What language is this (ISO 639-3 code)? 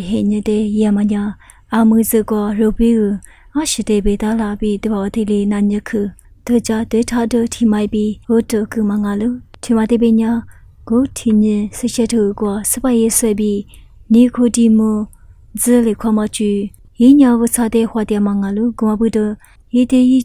lis